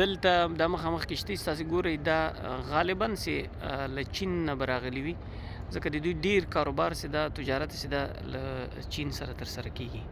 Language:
Pashto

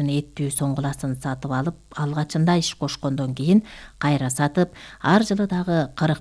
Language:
Kyrgyz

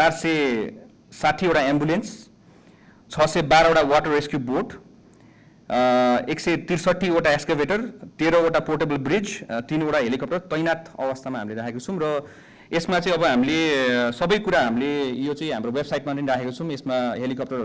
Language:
Nepali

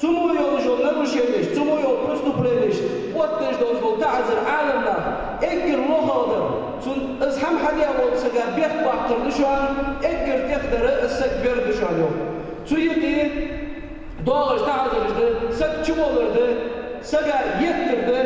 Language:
Ingush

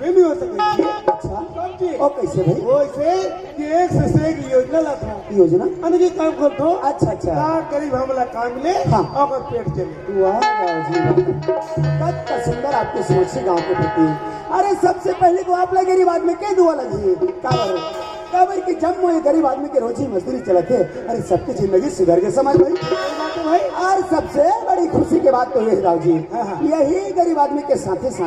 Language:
Chhattisgarhi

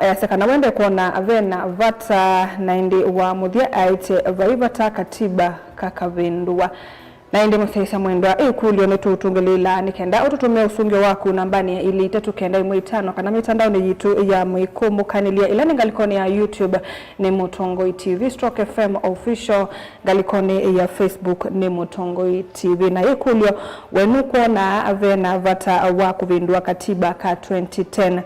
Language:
Kamba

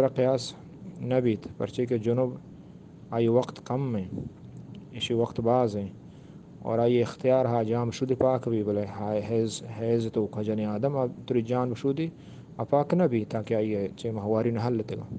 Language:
Eastern Balochi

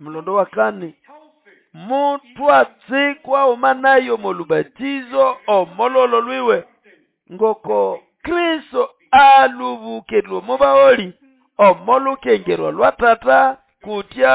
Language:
Nande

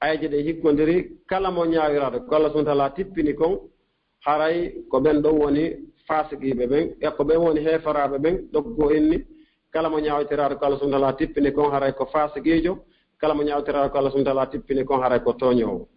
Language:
Fula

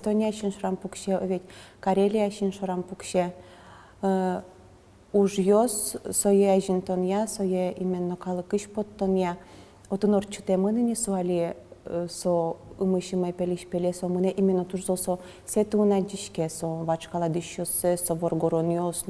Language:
Udmurt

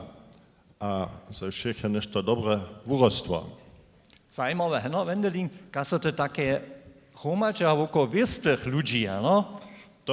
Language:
Upper Sorbian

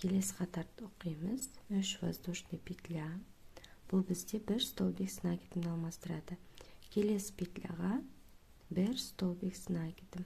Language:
Kazakh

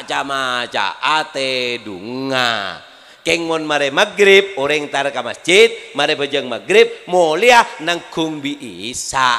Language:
Madurese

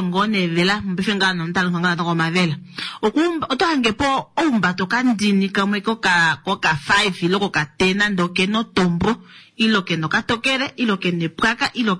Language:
Kuanyama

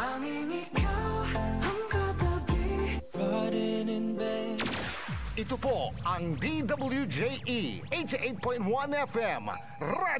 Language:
Pangasinan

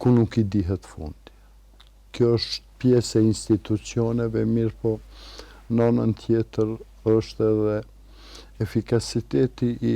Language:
Albanian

